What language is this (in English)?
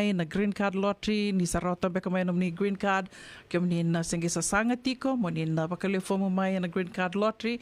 Fijian